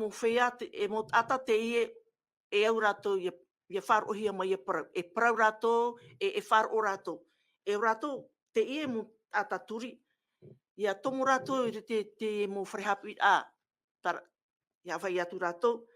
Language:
Tahitian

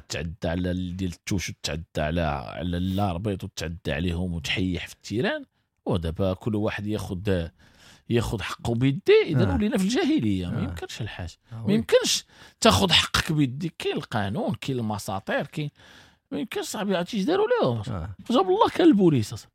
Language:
Moroccan Arabic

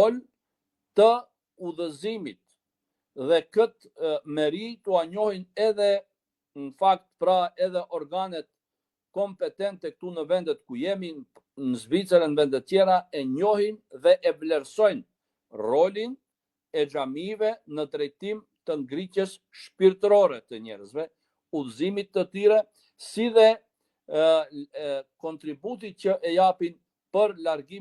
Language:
Albanian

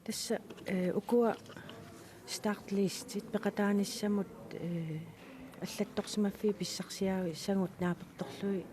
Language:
Kalaallisut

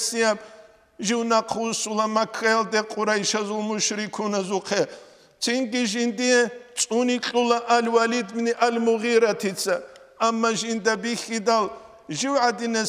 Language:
Avaric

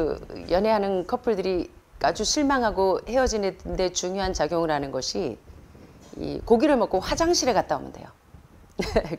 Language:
Korean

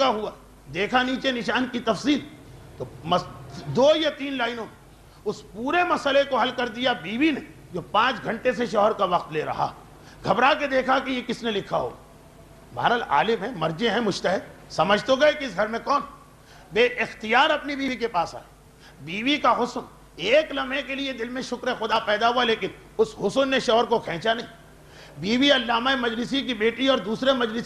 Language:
Urdu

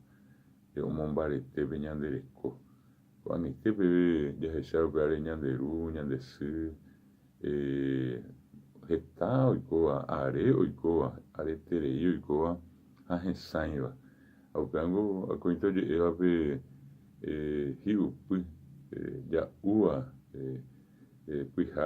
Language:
Guarani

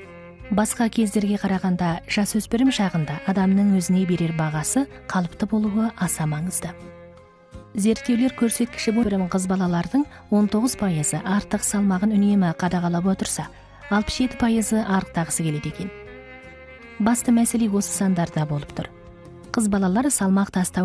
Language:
Kazakh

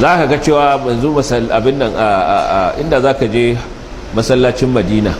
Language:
Hausa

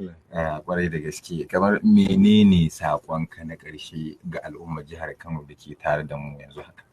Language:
Hausa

